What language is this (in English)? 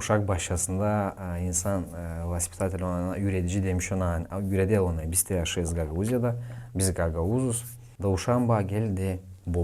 Gagauz